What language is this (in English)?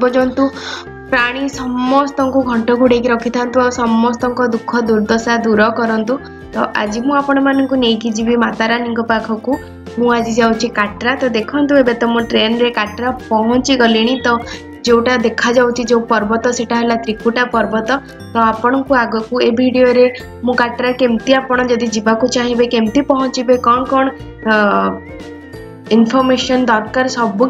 Odia